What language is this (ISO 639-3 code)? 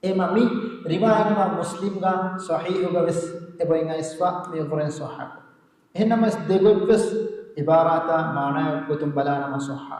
div